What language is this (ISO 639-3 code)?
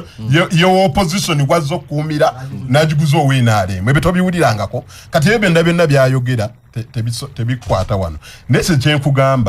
lug